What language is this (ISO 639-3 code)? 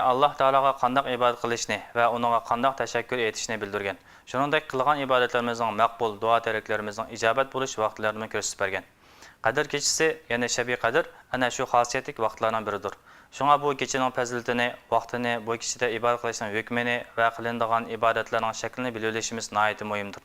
uig